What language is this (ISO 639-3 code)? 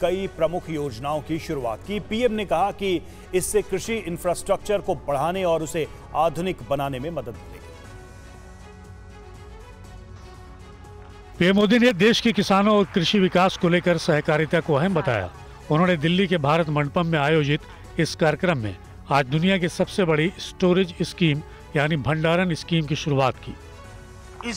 hin